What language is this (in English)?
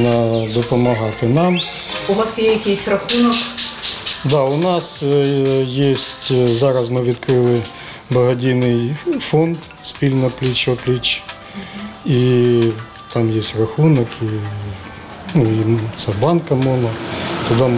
Ukrainian